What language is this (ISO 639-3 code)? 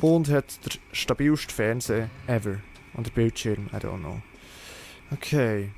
gsw